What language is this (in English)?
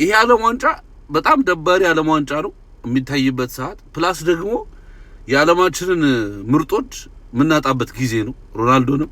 Amharic